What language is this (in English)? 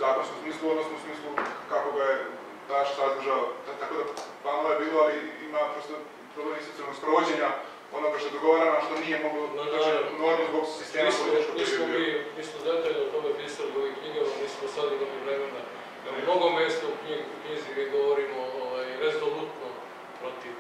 Serbian